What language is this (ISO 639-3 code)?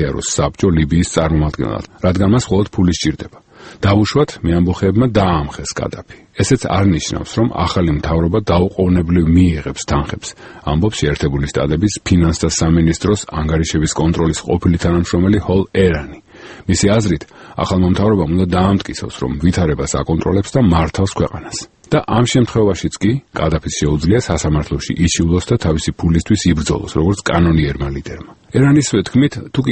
kat